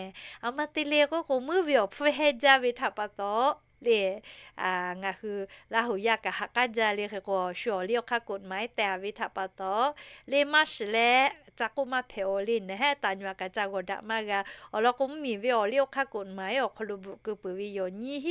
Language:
Lahu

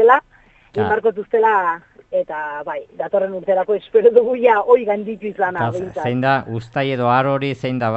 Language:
Basque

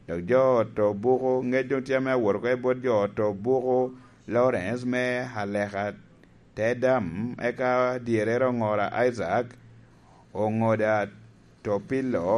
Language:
Lango (Uganda)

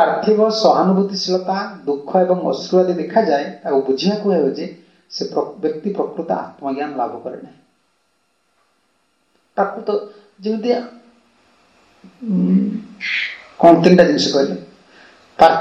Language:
Odia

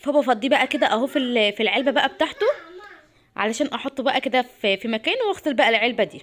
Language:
Egyptian Arabic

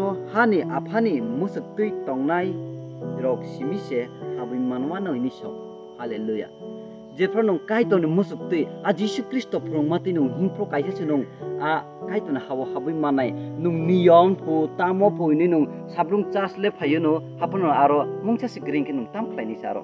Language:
Kok Borok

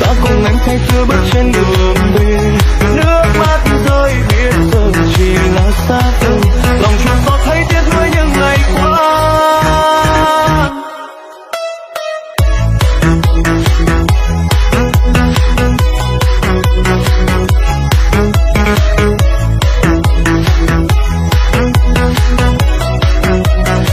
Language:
Vietnamese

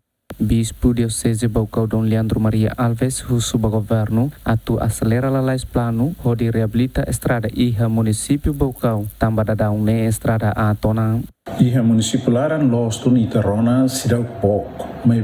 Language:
Tetum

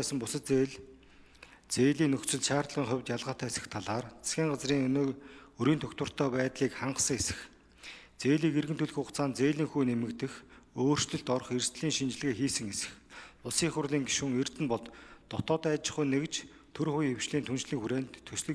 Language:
Mongolian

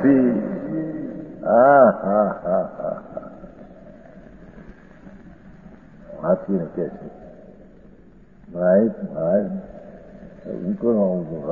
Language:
Gujarati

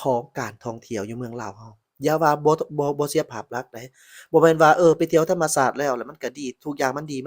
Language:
Lao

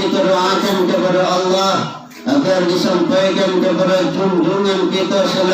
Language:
Minangkabau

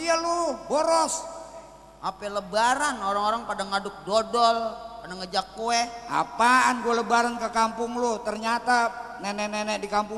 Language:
Betawi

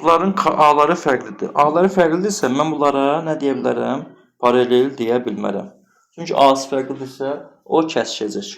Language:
Azerbaijani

